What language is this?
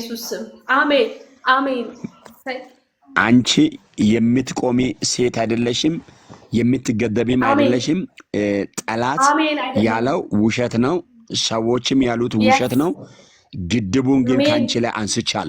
Amharic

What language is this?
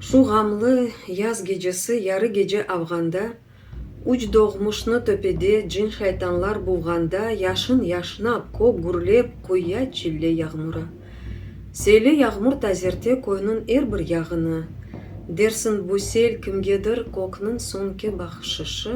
Crimean Tatar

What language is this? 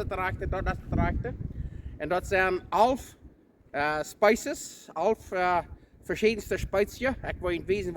Plautdietsch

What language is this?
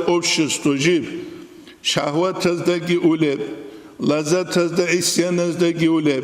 Avaric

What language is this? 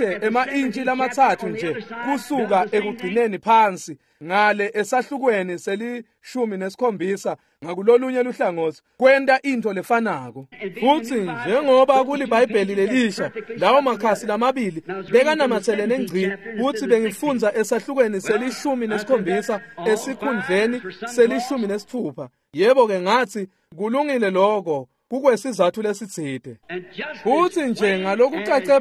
Swati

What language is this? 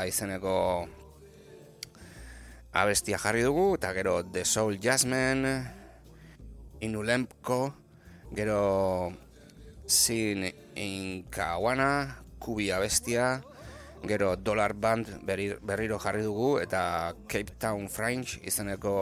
Basque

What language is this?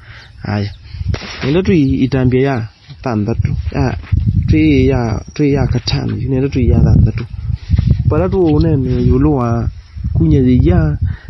Kamba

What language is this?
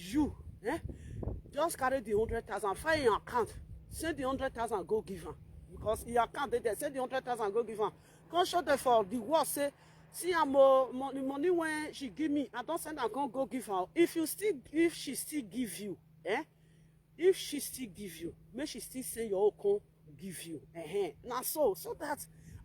Nigerian Pidgin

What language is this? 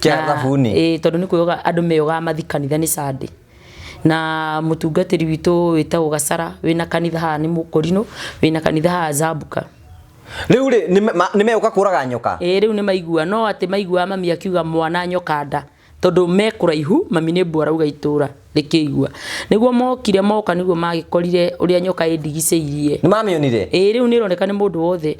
Kikuyu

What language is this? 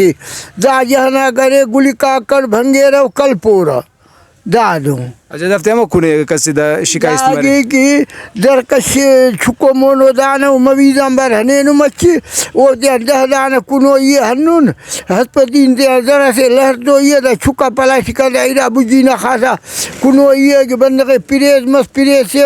Brahui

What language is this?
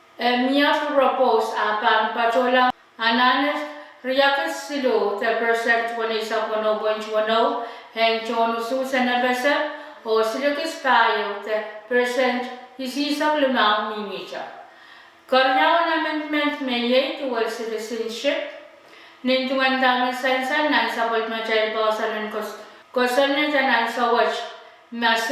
Pohnpeian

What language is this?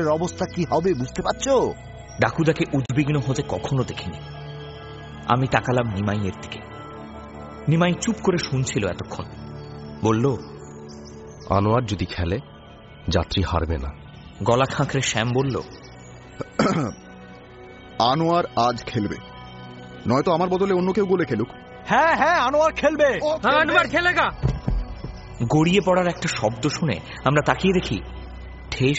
Bangla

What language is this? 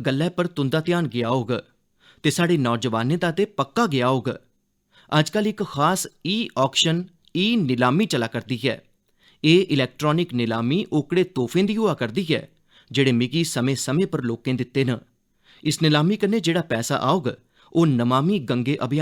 Dogri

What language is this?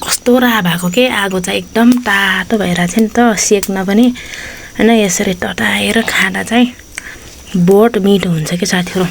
Nepali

